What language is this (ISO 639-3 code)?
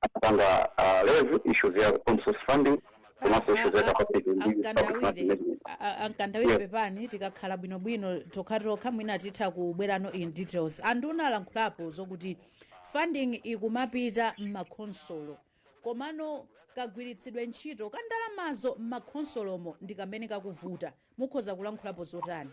nya